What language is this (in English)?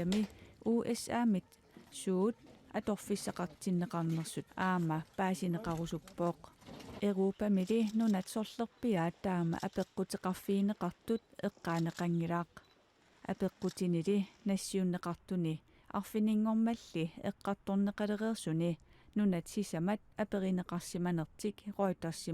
Kalaallisut